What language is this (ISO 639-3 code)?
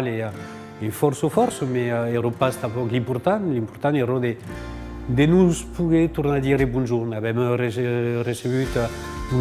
oci